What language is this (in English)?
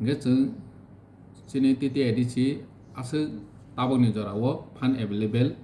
Kok Borok